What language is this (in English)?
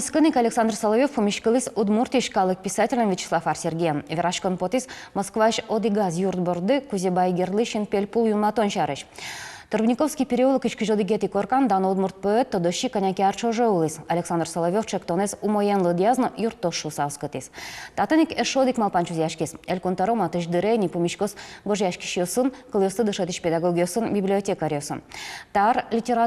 Udmurt